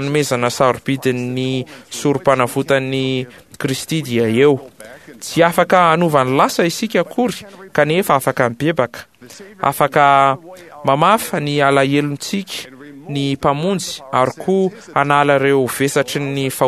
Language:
Malagasy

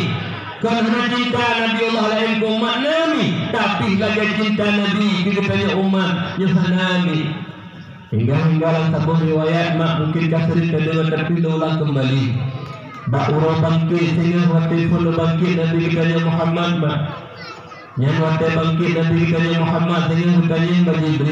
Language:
Achinese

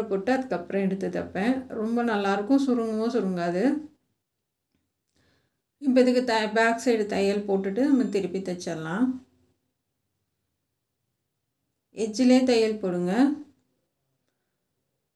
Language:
Tamil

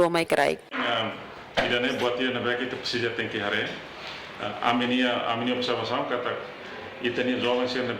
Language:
Tetum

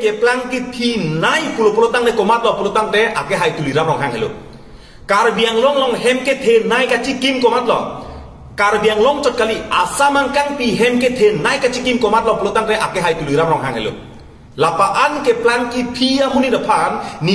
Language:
Karbi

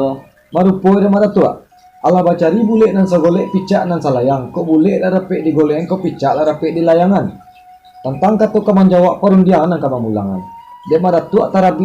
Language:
Minangkabau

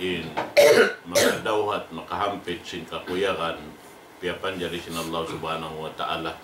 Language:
Tausug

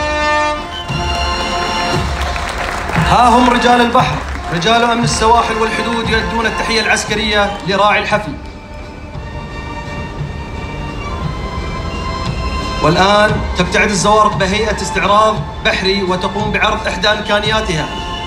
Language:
Arabic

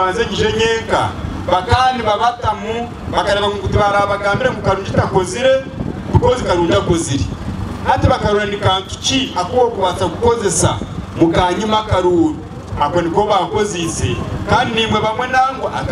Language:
Nyankole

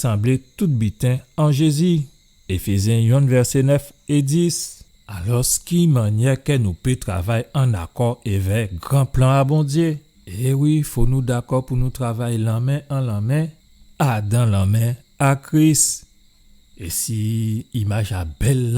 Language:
Guadeloupean Creole French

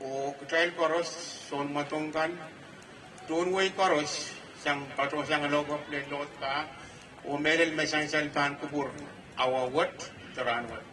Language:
Pohnpeian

